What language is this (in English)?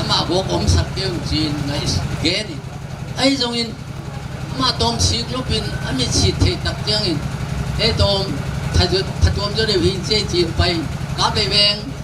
Tedim Chin